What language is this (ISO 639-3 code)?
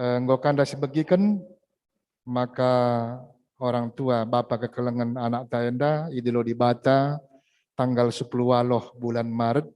btx